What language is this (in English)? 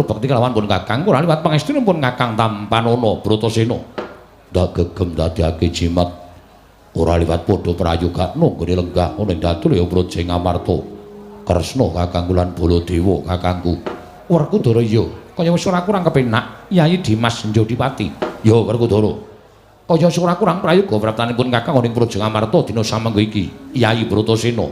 Javanese